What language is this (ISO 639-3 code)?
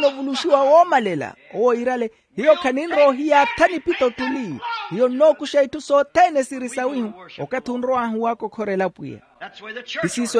vmw